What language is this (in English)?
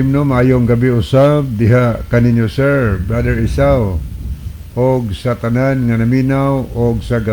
Cebuano